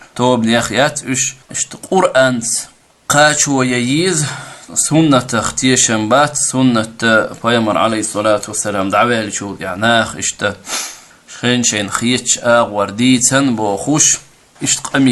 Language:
Chechen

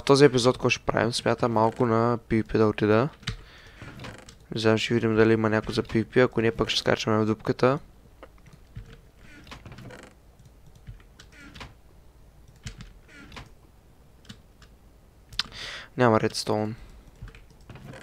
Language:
Bulgarian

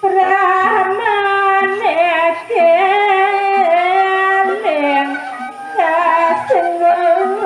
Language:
Balinese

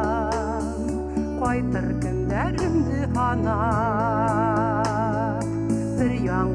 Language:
Bashkir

